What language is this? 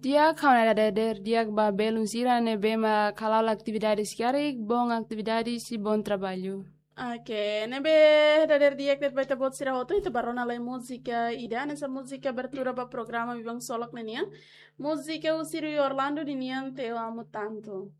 Tetum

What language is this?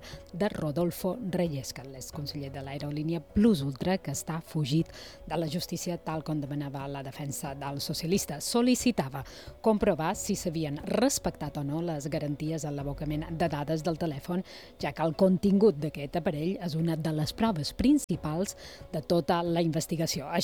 Catalan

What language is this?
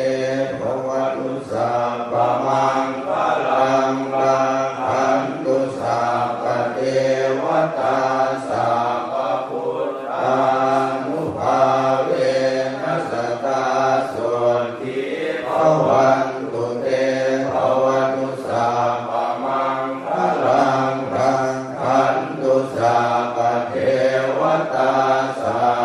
Pali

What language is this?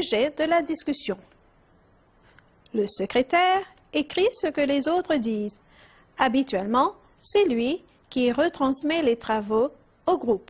French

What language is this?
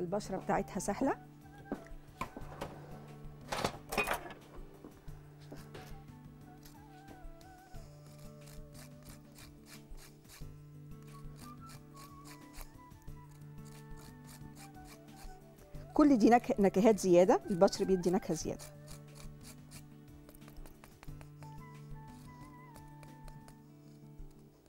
Egyptian Arabic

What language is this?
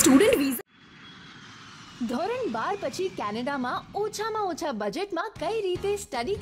Gujarati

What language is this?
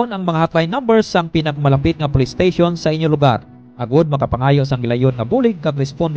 Hiligaynon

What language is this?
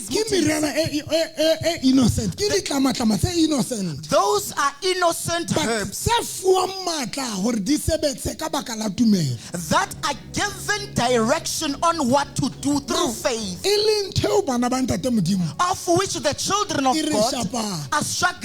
Southern Sotho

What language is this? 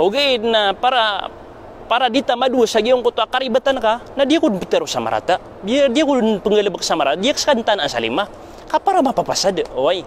Maranao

